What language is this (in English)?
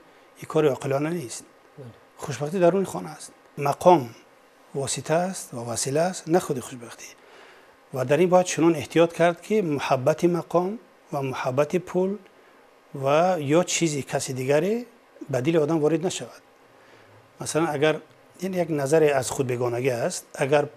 Tajik